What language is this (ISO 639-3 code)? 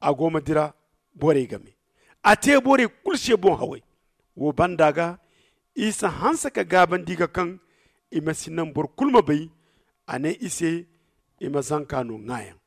dje